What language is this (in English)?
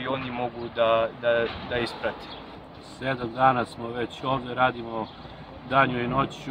Serbian